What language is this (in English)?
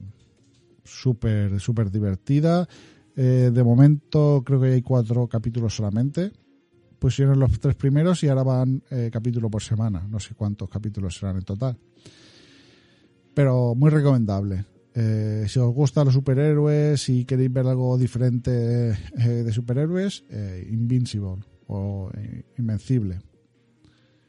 Spanish